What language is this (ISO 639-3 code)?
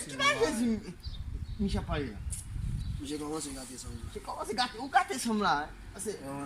hat